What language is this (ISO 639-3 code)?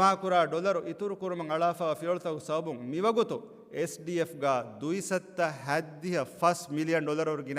div